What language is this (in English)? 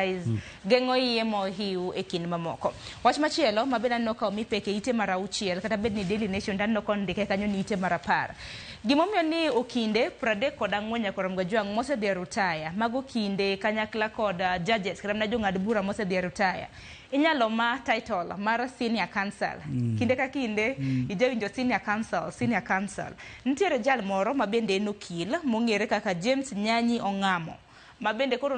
Luo (Kenya and Tanzania)